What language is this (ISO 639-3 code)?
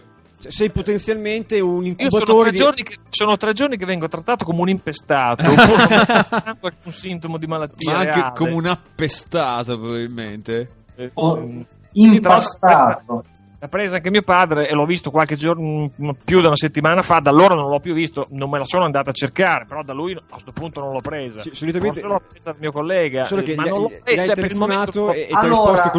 ita